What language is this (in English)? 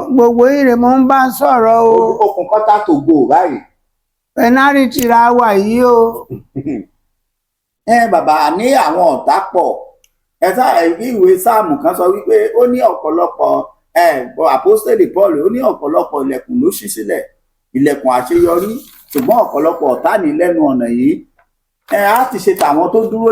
Yoruba